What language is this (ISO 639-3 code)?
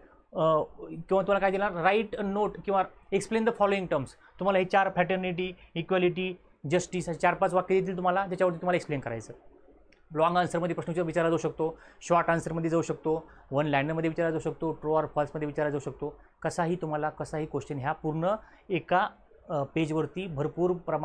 mar